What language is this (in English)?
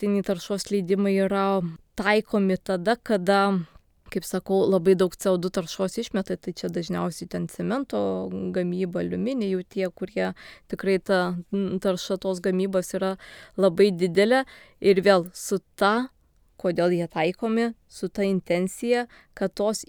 Lithuanian